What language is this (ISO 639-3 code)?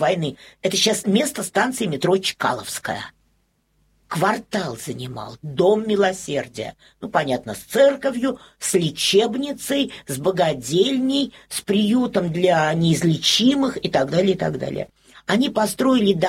rus